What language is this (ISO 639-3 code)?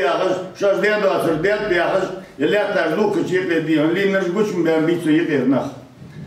inh